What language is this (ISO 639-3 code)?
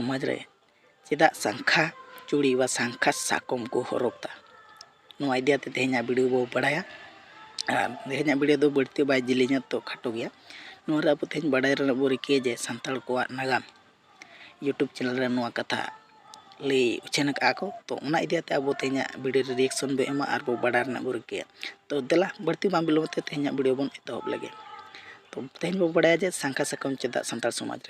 sat